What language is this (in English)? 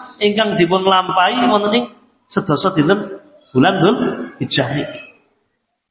Javanese